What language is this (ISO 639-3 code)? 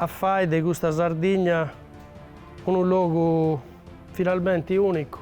srd